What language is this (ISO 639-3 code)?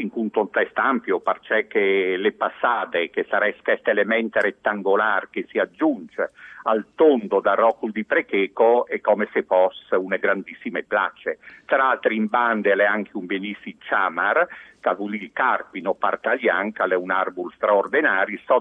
fur